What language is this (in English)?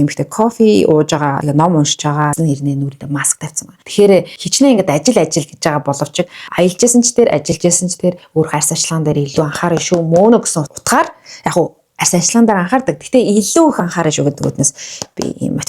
Mongolian